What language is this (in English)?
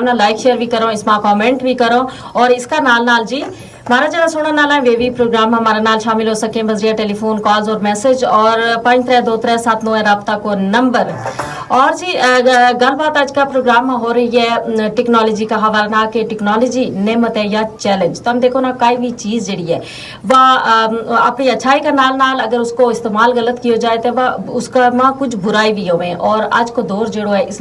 Gujari